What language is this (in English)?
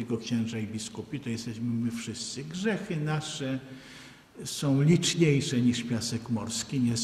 Polish